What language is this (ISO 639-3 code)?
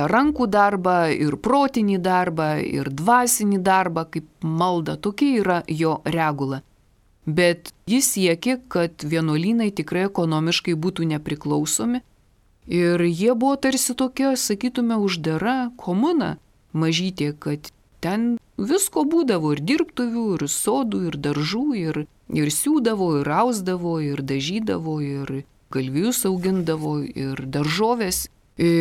lit